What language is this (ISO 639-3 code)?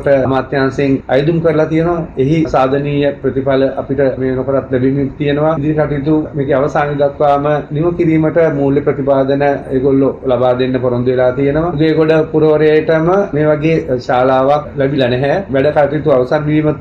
sin